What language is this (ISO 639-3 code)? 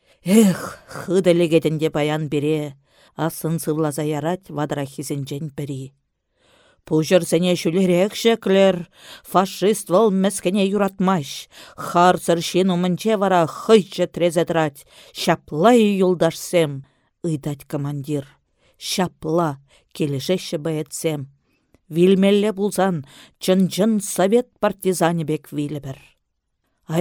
chv